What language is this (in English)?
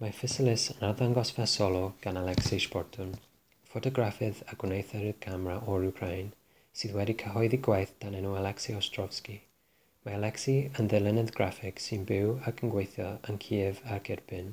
Welsh